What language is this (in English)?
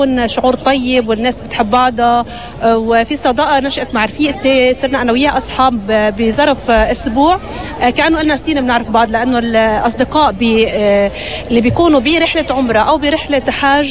North Levantine Arabic